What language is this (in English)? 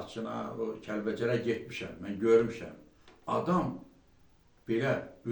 Azerbaijani